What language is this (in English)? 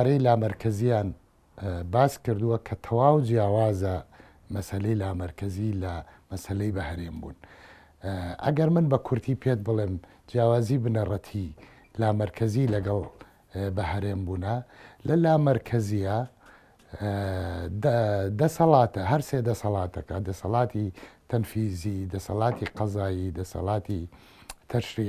Central Kurdish